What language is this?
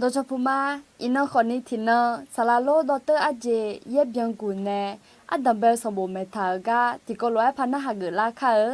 Akha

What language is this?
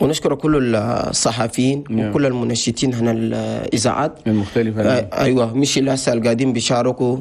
Chadian Arabic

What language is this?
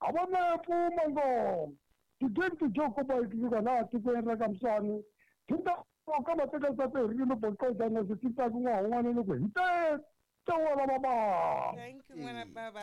Tsonga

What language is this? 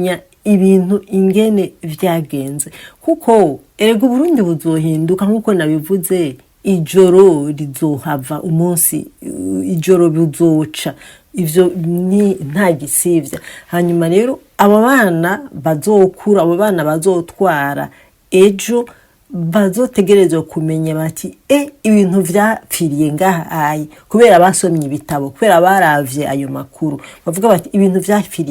Rundi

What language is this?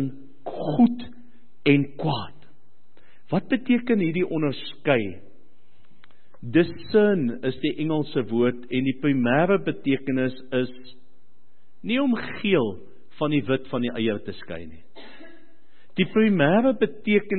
Afrikaans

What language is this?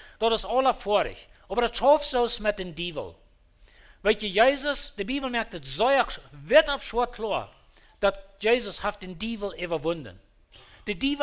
Plautdietsch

